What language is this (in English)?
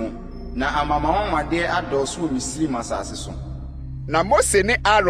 Akan